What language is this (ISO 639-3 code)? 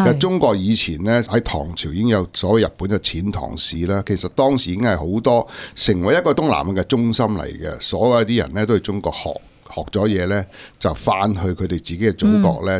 yue